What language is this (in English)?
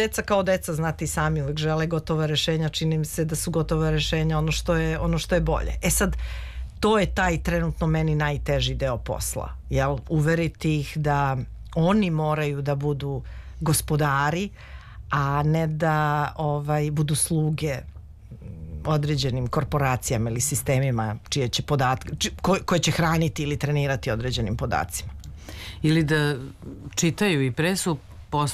Serbian